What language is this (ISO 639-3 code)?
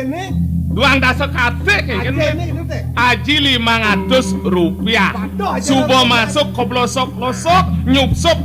ban